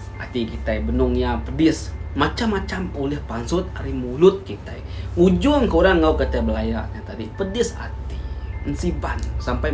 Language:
Iban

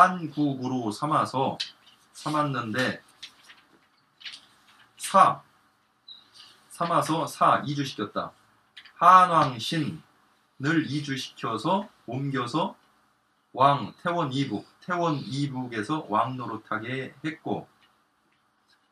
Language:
Korean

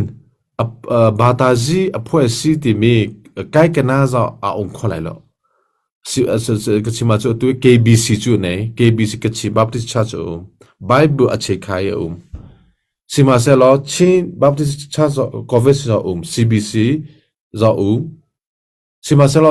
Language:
Hakha Chin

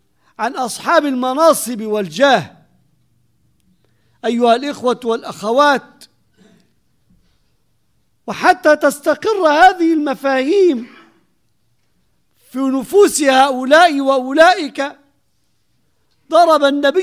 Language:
Arabic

